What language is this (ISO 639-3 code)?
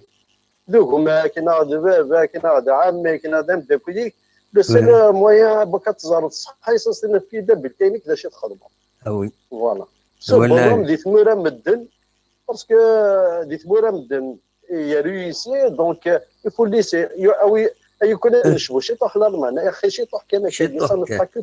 kab